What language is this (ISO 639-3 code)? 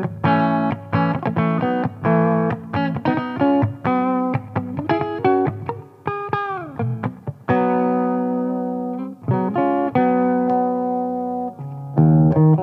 pol